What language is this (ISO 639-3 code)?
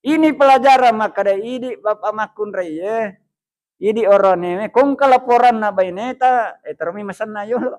bug